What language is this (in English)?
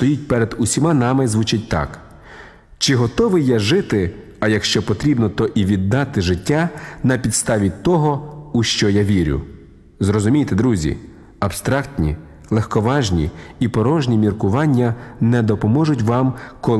Ukrainian